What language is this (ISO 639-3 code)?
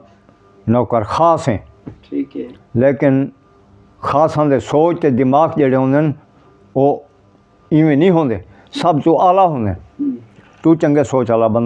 skr